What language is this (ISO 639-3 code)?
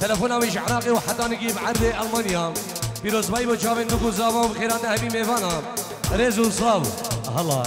kur